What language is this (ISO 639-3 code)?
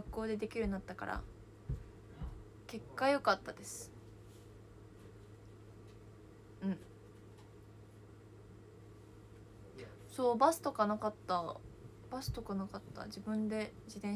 jpn